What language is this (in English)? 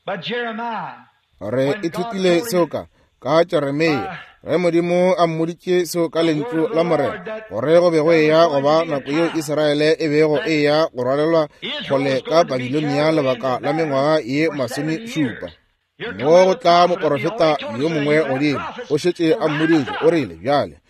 Northern Sotho